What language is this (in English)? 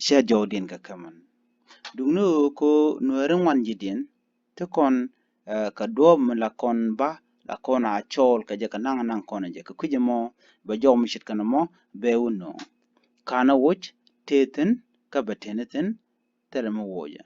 Nuer